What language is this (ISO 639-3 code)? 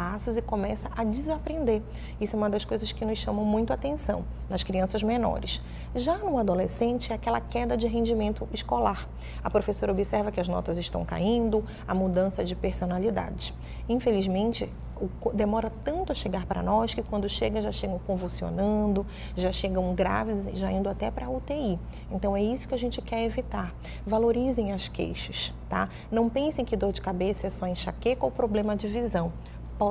por